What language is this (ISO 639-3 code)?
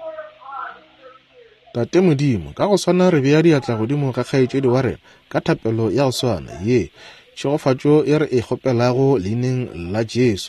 nso